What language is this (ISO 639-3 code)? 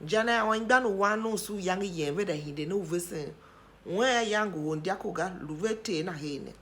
tiv